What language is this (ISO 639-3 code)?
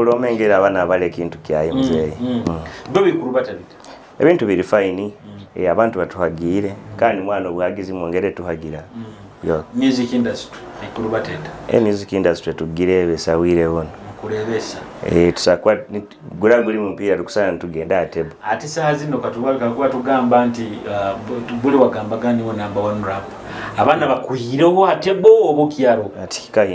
nyo